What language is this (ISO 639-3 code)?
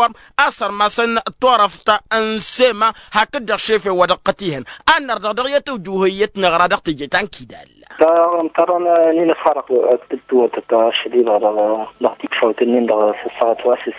taq